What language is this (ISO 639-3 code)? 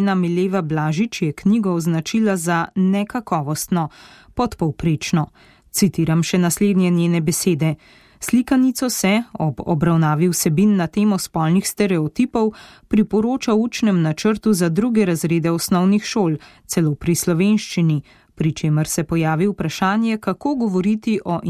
slv